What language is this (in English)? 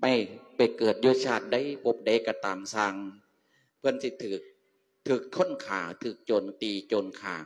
Lao